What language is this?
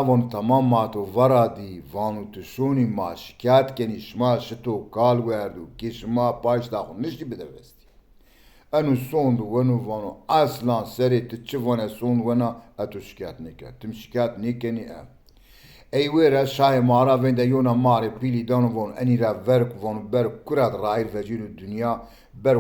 Zaza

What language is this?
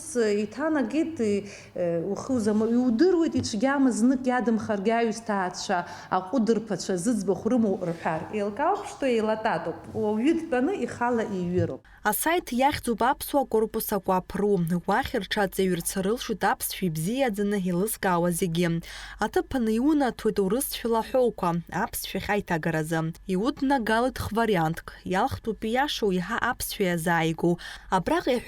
Abkhazian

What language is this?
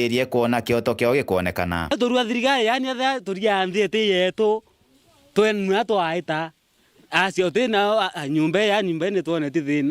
Meru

